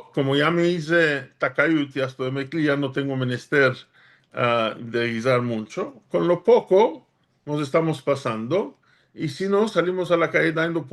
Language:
Ladino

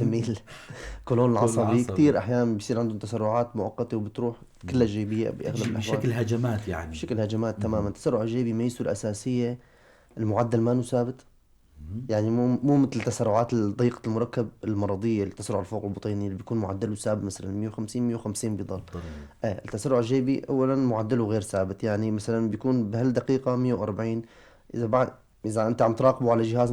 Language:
North Levantine Arabic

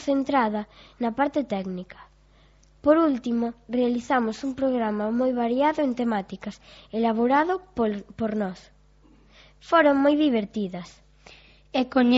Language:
Galician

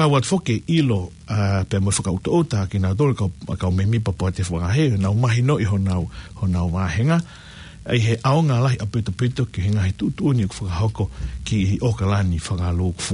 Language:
Tongan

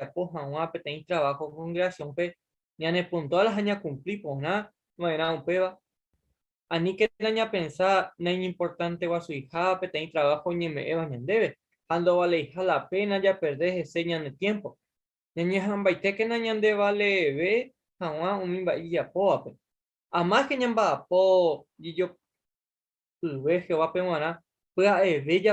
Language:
Guarani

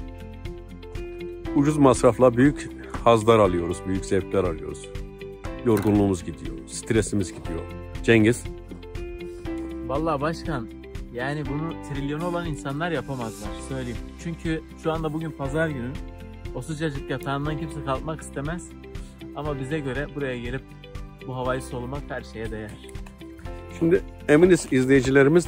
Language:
Turkish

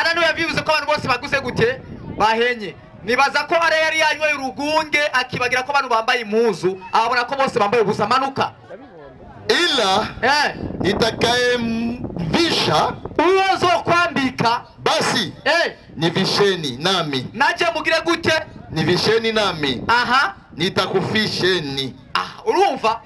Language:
Rundi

